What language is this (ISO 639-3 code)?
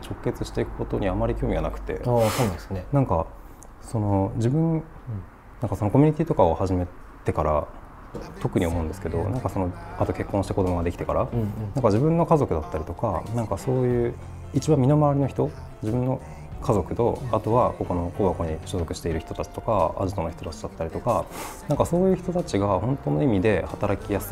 jpn